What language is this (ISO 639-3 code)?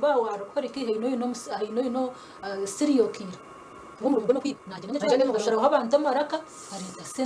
nyn